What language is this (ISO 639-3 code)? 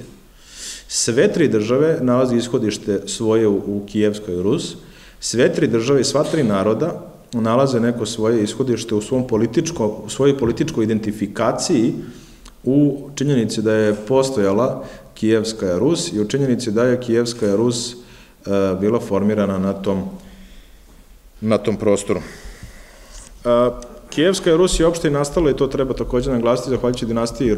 srp